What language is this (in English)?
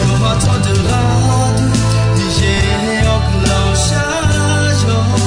Akha